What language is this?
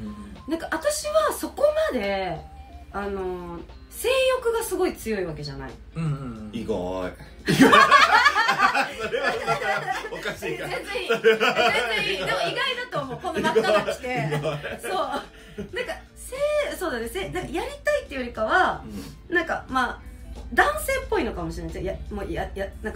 Japanese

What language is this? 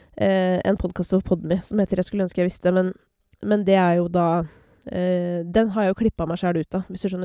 Norwegian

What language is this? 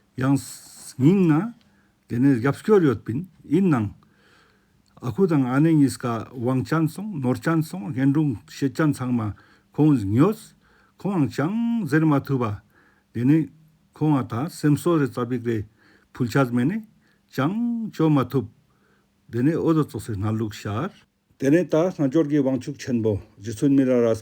Ladakhi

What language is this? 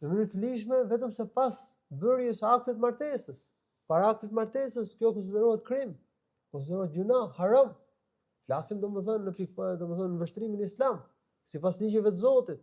Albanian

